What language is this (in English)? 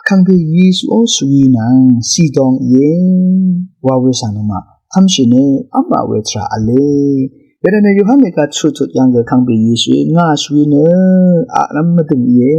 Rawang